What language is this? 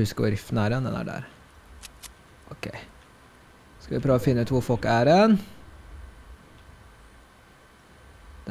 Norwegian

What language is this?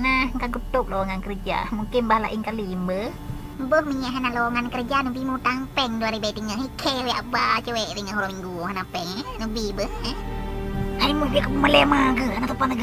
Achinese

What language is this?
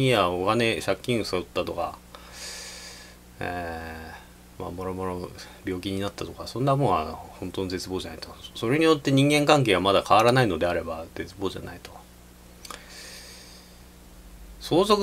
Japanese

